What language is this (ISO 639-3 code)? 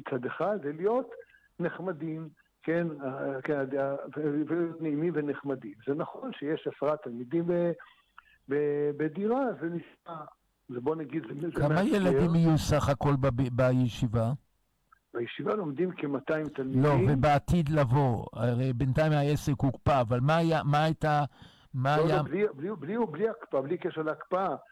heb